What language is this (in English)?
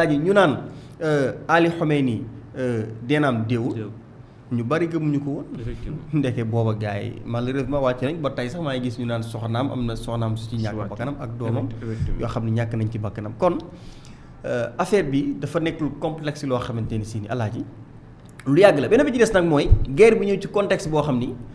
Wolof